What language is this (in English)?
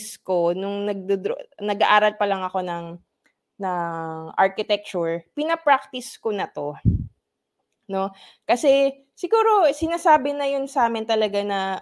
Filipino